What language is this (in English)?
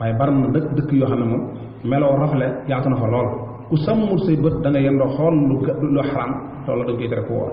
Wolof